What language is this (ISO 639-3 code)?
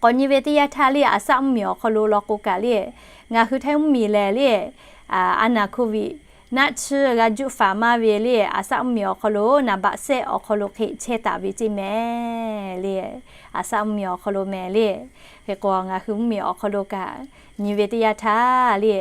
lhu